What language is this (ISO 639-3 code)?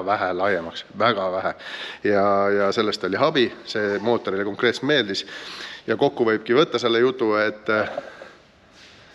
est